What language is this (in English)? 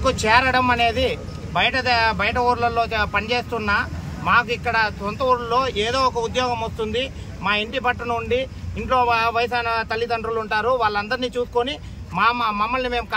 Telugu